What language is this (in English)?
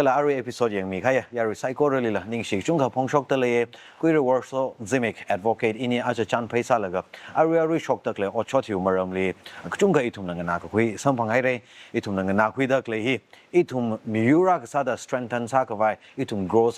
Tangkhul Naga (India)